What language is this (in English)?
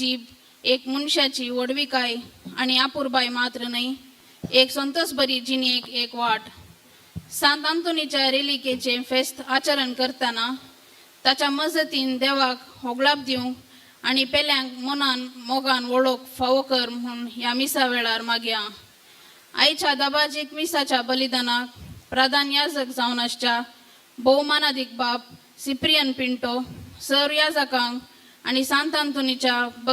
Konkani